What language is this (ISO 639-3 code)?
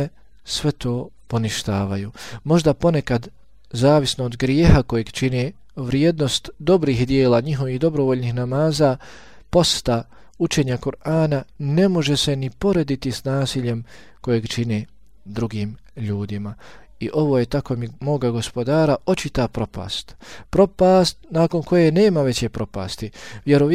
bos